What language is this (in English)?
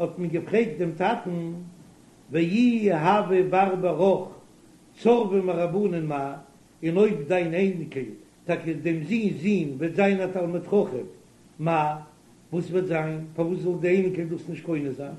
Yiddish